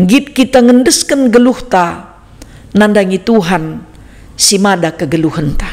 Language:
Batak Karo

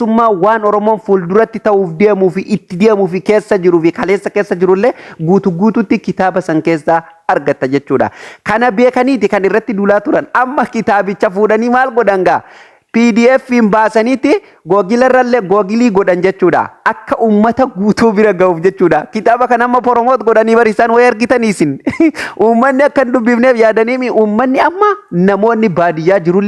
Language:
Oromo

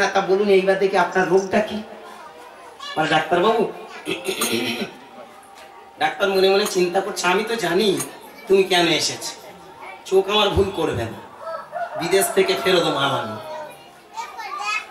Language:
Bangla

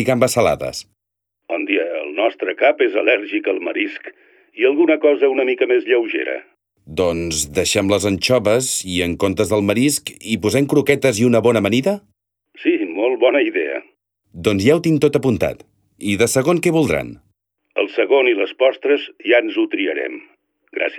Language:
Catalan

